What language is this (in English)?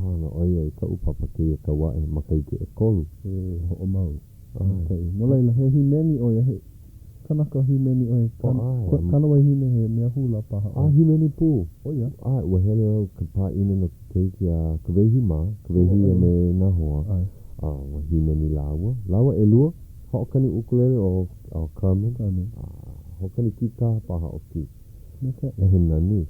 Hawaiian